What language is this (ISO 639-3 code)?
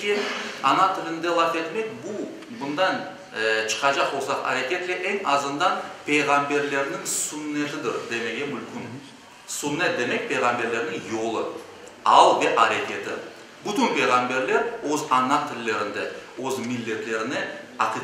crh